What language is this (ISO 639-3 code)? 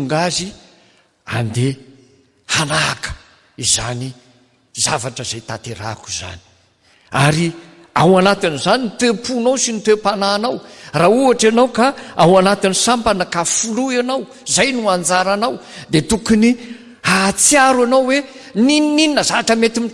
mlg